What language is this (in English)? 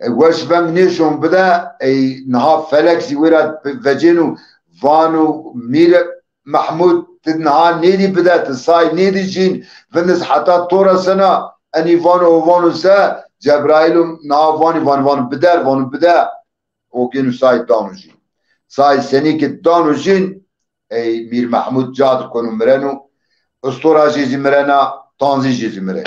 Zaza